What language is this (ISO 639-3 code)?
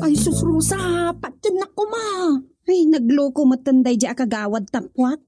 ilo